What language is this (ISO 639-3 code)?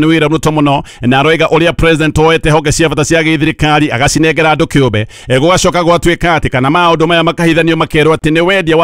kik